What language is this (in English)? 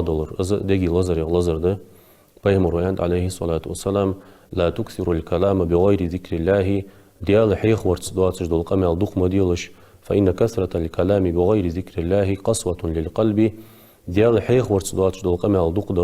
Ingush